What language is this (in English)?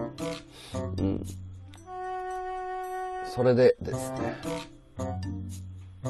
Japanese